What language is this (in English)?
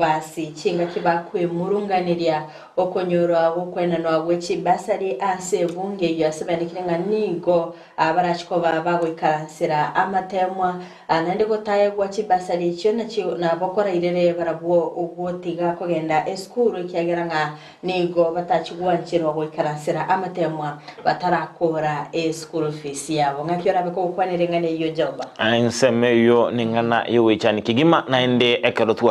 Gusii